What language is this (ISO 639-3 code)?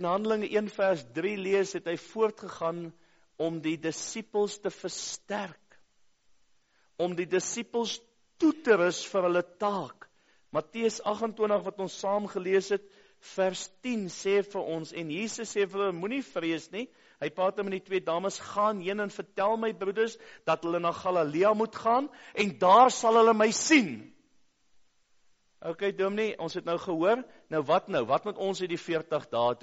afr